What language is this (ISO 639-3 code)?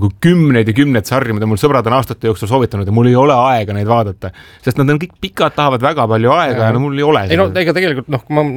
est